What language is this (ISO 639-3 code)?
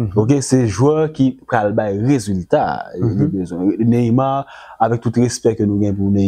hat